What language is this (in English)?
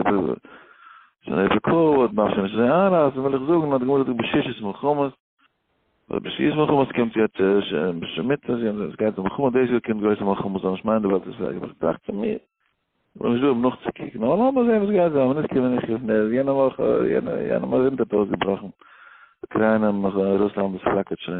Yiddish